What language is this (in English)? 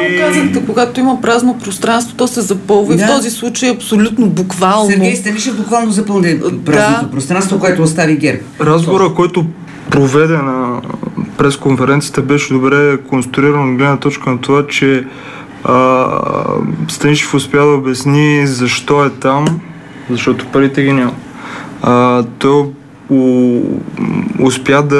Bulgarian